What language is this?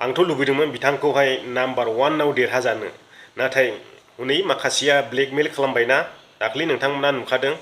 Bodo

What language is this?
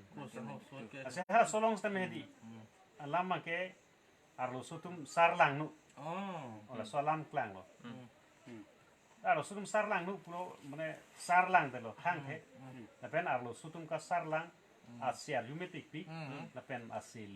Karbi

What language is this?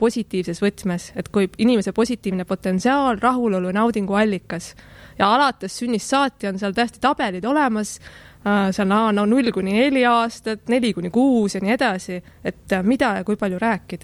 Estonian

